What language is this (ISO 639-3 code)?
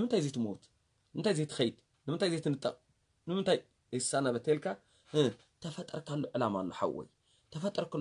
tir